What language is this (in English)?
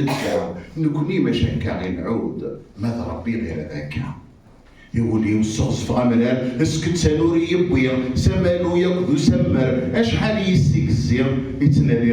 Kabyle